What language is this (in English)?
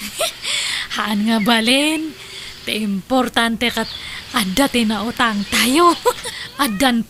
Iloko